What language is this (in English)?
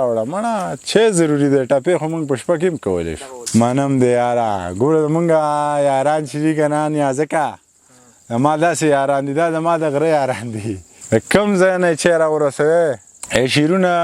Pashto